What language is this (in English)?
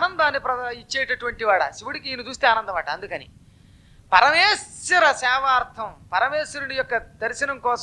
Telugu